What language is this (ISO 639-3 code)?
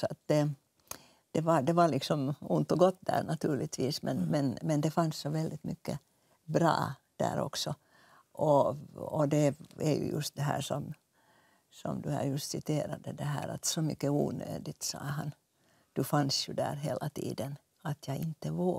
swe